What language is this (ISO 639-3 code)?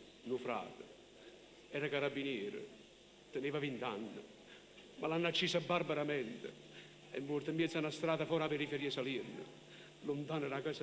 nap